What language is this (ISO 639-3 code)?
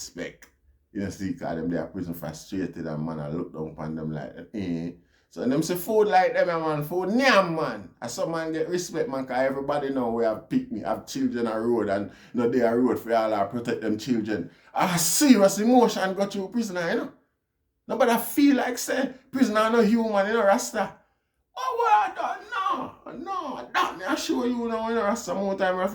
jam